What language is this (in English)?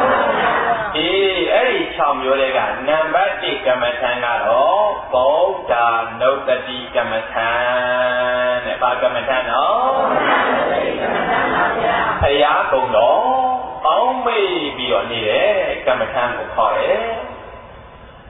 Burmese